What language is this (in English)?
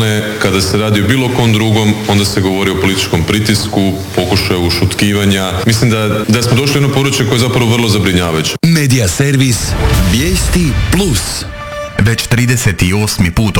Croatian